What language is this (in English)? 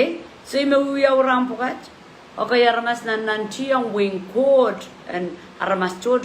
Pohnpeian